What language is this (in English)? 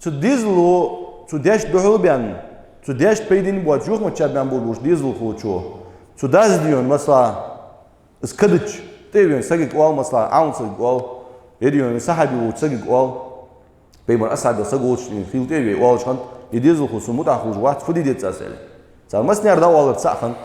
Ingush